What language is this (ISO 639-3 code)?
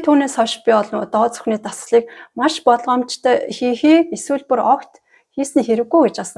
mon